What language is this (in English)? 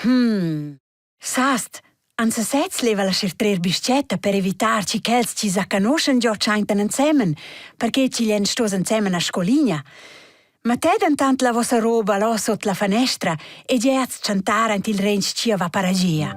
Romansh